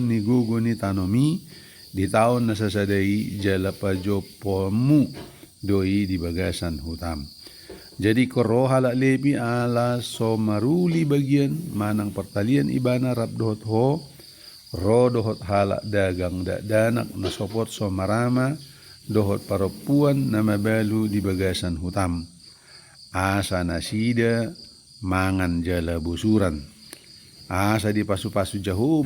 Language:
Batak Toba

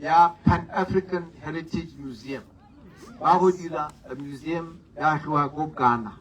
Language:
Tswana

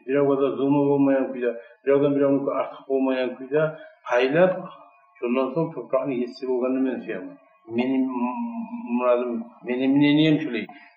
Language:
Kumyk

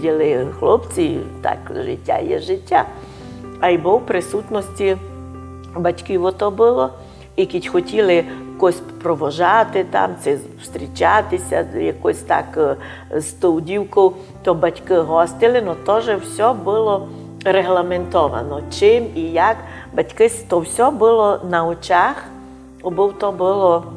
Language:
Rusyn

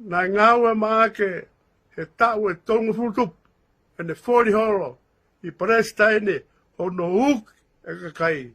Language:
Tongan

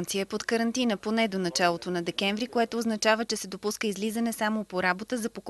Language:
Bulgarian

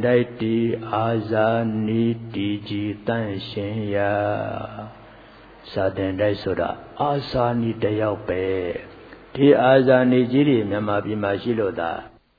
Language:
Burmese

